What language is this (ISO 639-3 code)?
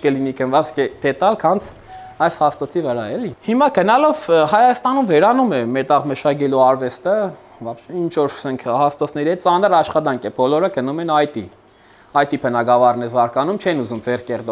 hye